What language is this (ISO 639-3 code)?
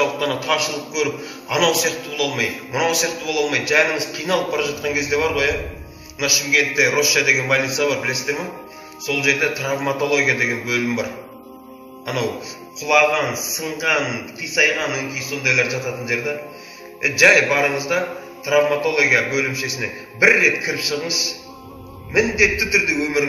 kaz